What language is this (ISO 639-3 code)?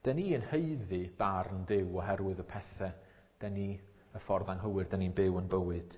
cym